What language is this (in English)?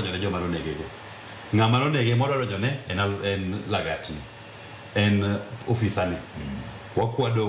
Luo (Kenya and Tanzania)